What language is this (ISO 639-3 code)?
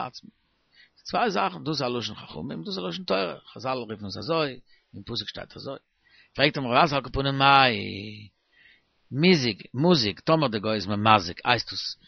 yid